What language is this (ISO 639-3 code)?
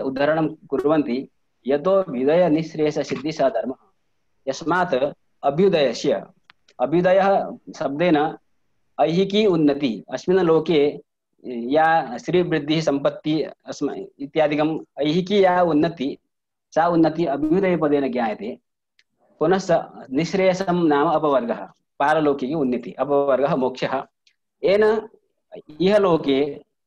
san